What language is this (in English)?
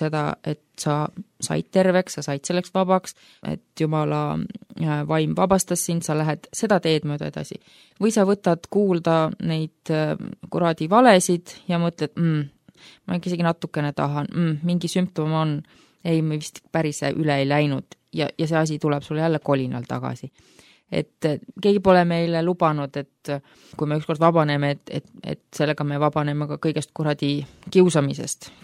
Estonian